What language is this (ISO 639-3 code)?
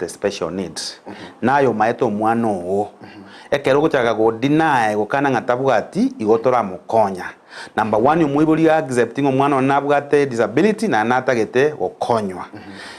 guz